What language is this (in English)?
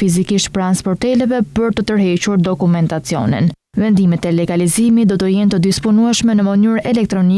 Albanian